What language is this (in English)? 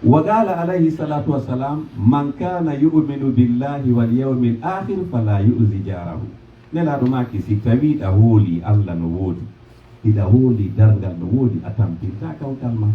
Pular